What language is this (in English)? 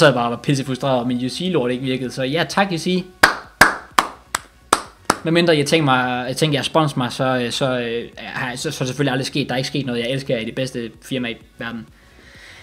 Danish